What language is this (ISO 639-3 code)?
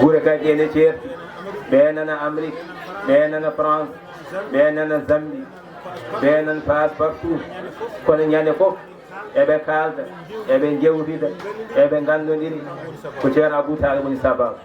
ful